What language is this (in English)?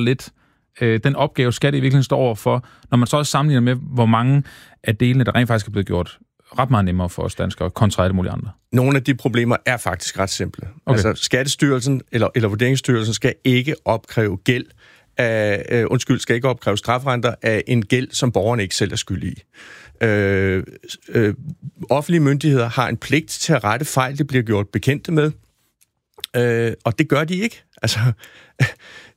Danish